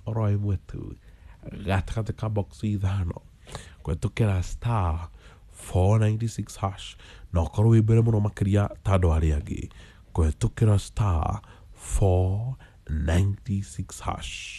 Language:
Kikuyu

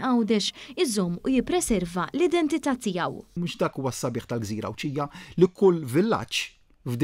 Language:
Maltese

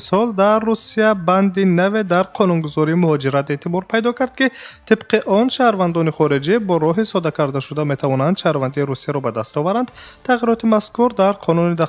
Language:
Tajik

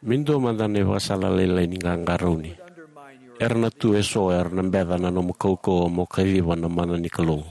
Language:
Fijian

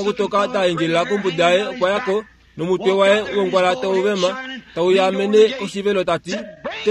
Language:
Kuanyama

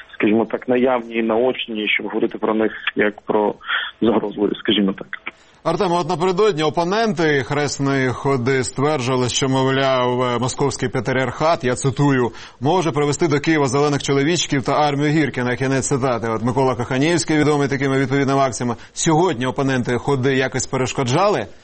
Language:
Ukrainian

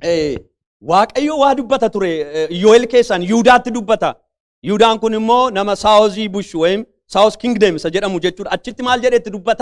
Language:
Oromo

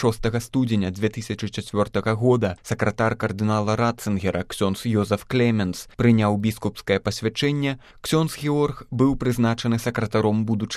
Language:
Belarusian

